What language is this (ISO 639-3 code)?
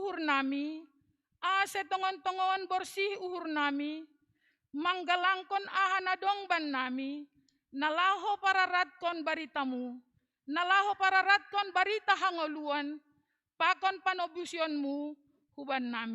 bts